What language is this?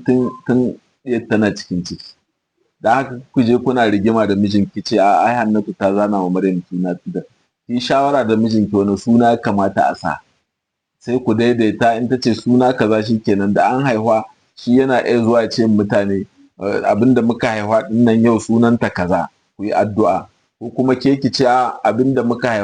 Hausa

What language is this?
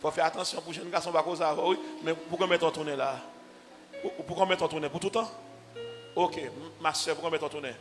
Haitian Creole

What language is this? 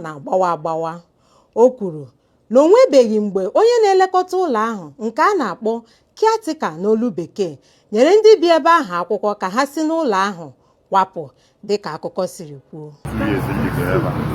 Igbo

